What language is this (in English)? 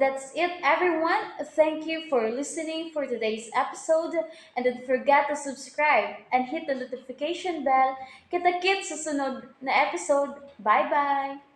Cebuano